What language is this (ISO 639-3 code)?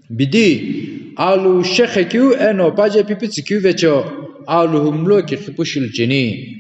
nsm